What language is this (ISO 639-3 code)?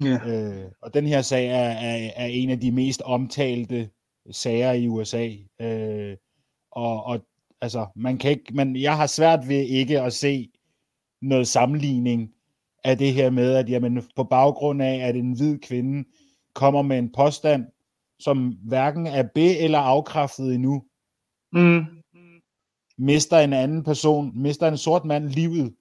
dan